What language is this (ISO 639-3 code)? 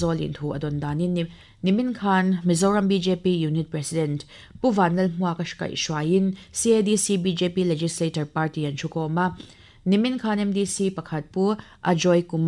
lus